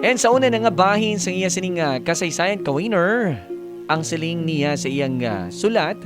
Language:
Hiligaynon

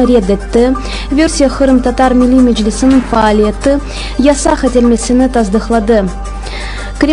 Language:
Crimean Tatar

